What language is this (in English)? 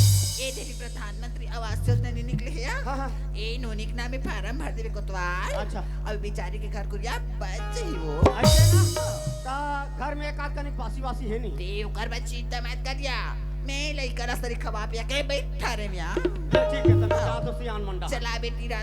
Chhattisgarhi